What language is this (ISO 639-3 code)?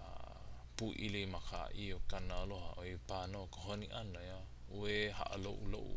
haw